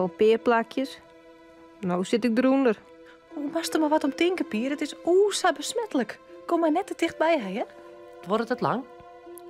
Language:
Western Frisian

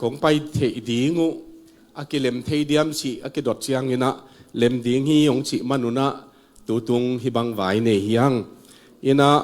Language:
Tedim Chin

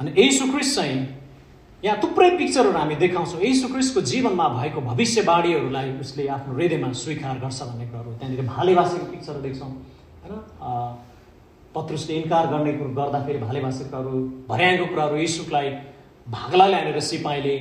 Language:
Nepali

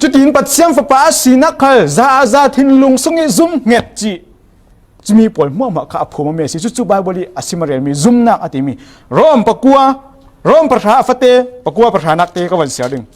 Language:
Falam Chin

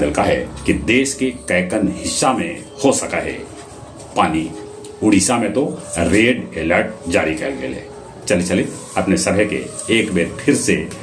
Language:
Magahi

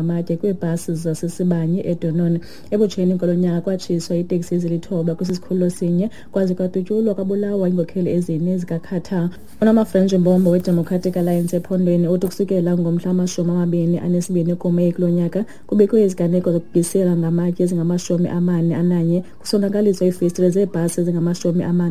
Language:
Xhosa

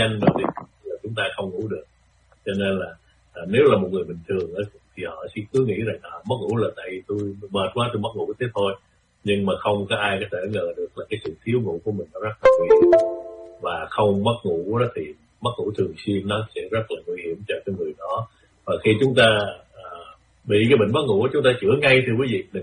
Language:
Vietnamese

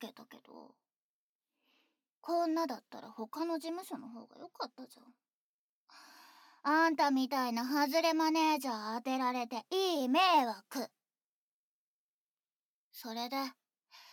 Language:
Japanese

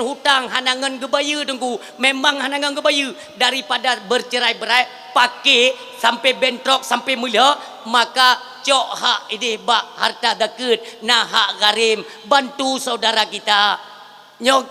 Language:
Achinese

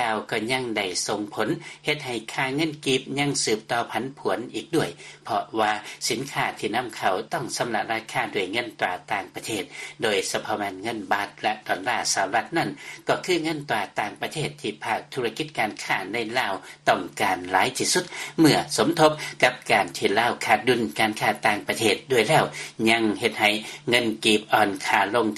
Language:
Lao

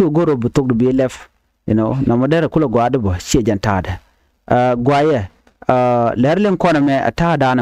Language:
Nuer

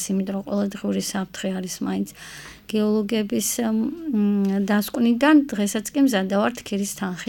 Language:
Georgian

